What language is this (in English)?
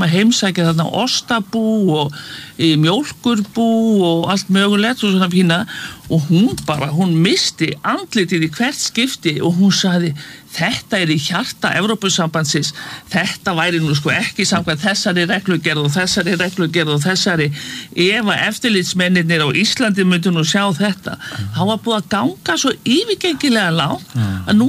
Icelandic